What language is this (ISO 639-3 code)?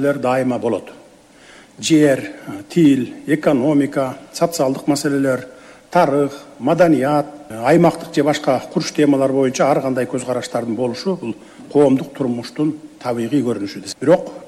kir